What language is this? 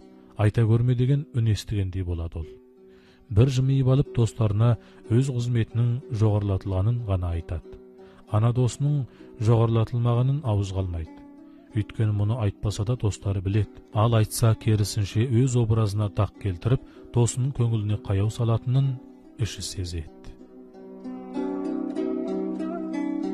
Kazakh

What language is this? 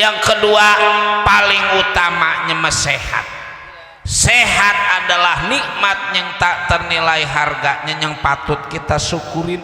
Betawi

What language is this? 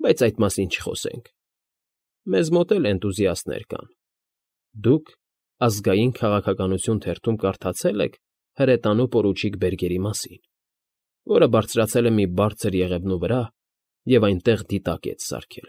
Armenian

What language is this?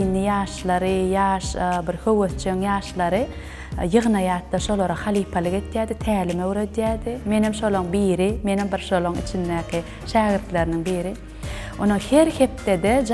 Turkmen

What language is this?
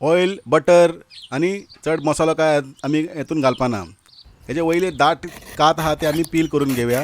Konkani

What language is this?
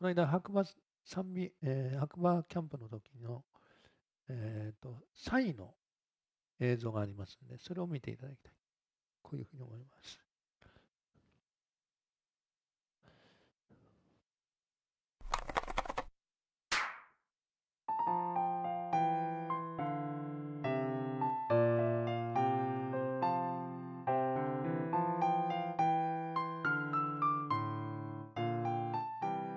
Japanese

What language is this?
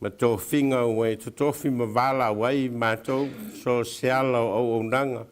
Samoan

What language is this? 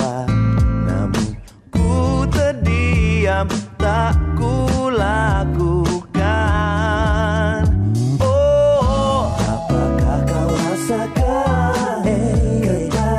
Indonesian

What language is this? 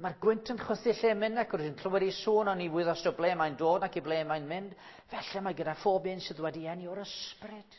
Welsh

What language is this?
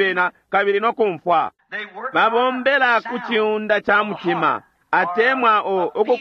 Bemba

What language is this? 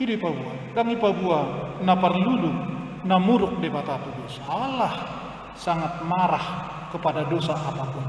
Batak Toba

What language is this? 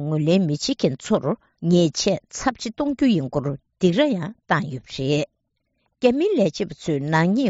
Tibetan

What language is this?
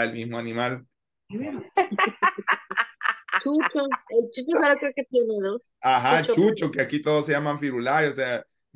Spanish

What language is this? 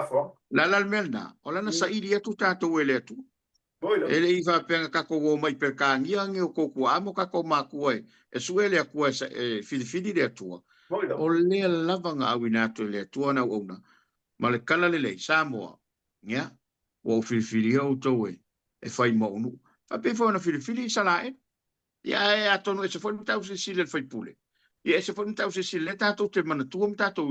Samoan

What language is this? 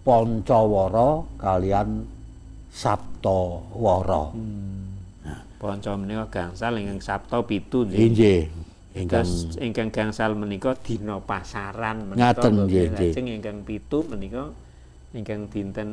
Javanese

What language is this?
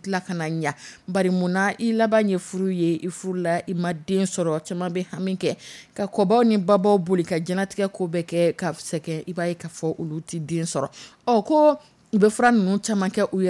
Dyula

